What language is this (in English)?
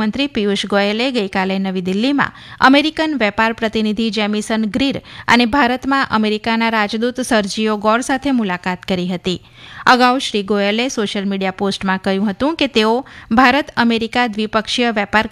Gujarati